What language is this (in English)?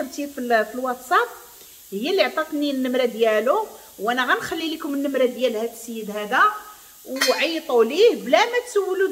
Moroccan Arabic